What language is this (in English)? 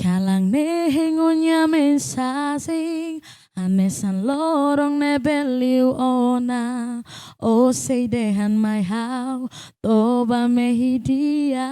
Tetum